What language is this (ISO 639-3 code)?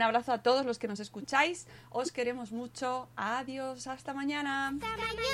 spa